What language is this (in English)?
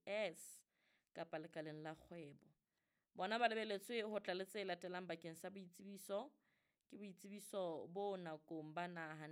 Southern Sotho